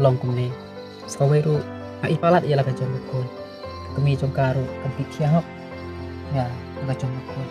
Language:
Khasi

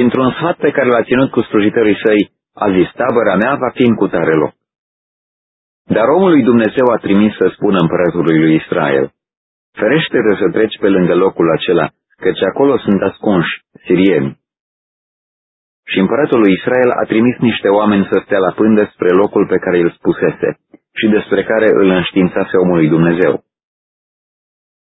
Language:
Romanian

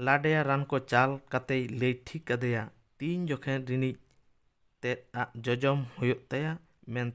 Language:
Santali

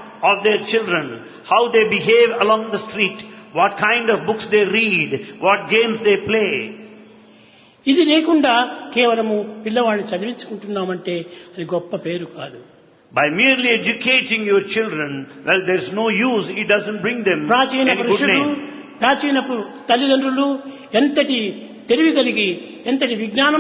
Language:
Telugu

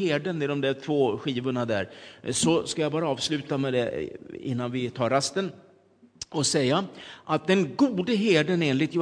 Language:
Swedish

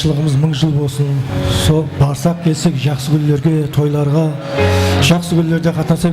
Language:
Kara-Kalpak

